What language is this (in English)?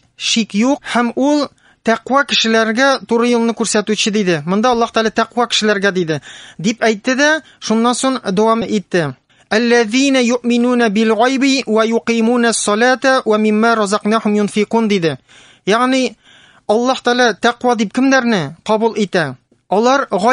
Tatar